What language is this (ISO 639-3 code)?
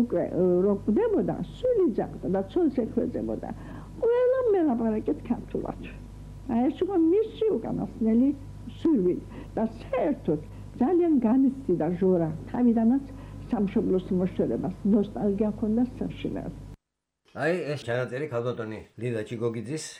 kat